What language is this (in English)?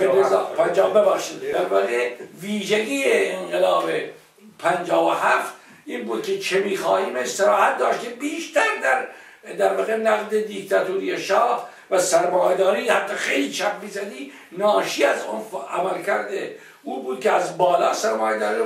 Persian